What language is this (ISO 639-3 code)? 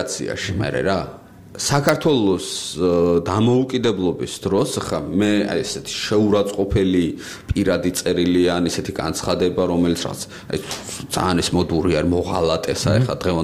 kat